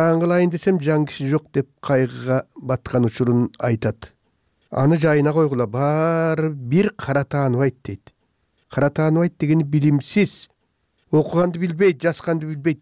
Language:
Kyrgyz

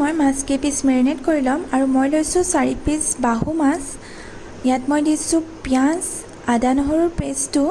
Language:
Assamese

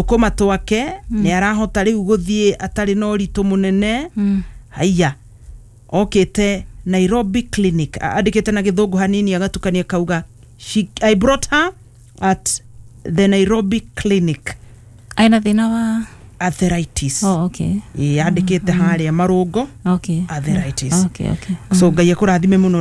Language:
Kikuyu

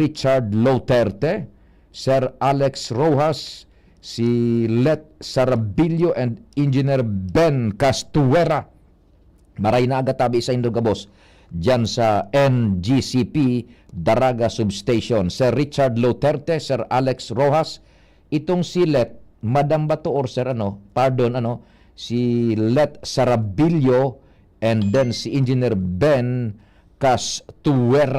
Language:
Bikol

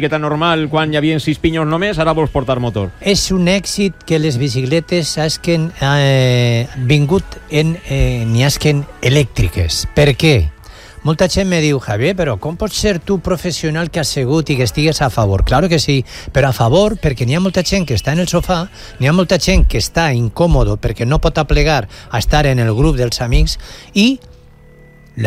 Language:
Catalan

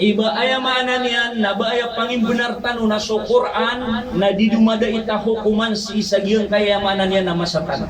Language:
Maranao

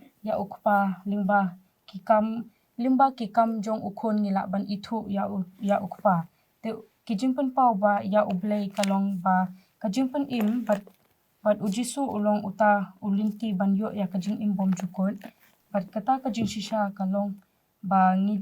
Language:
Khasi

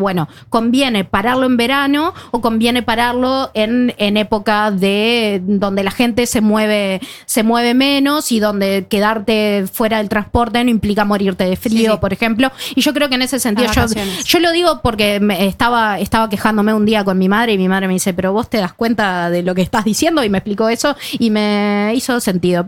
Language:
Spanish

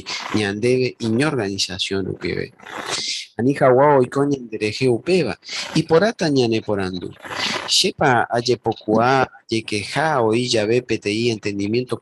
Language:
Guarani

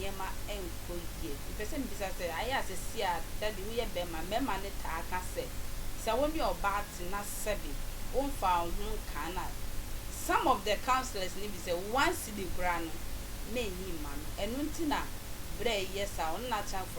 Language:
Akan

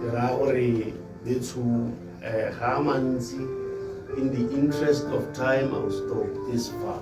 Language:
Tswana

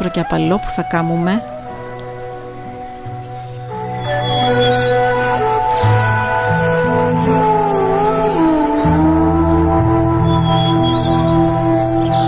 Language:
Greek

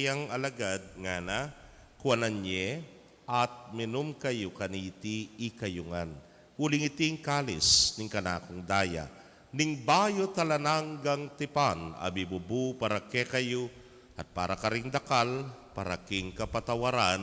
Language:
Pampanga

